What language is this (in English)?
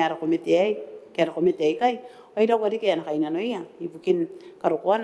Gilbertese